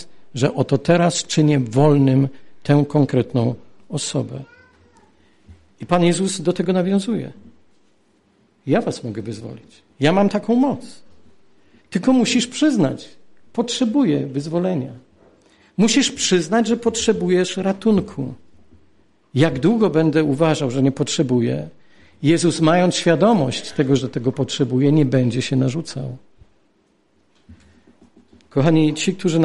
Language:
Polish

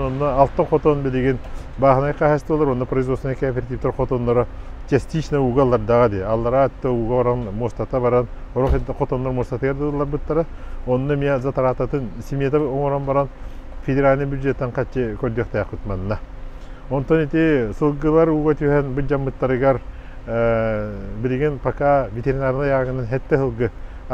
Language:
Yakut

